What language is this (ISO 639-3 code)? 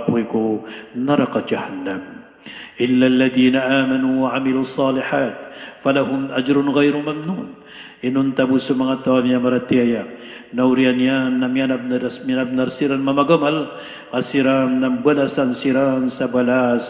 mrw